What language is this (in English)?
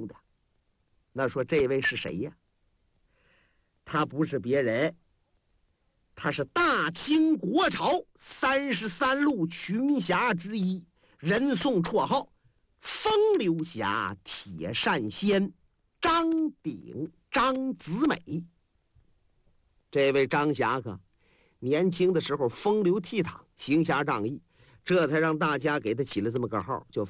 Chinese